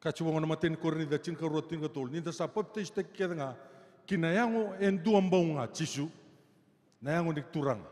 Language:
Fijian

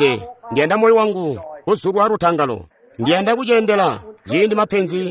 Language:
Tonga (Zambia)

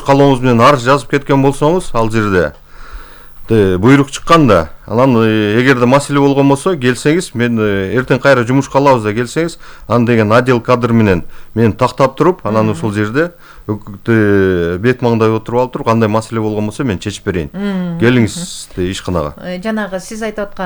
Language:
Kyrgyz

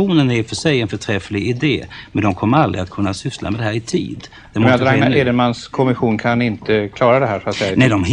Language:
Swedish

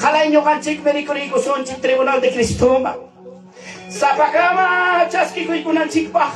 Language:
Ayacucho Quechua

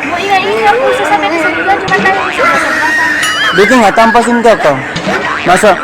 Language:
Ambonese Malay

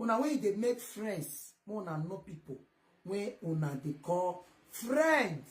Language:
Nigerian Pidgin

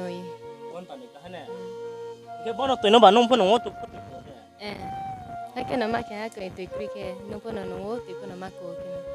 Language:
Riang (India)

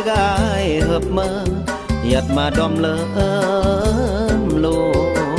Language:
Khmu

